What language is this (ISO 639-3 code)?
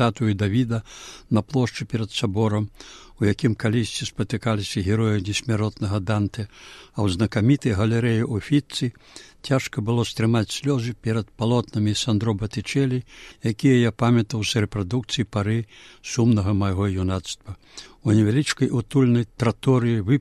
bel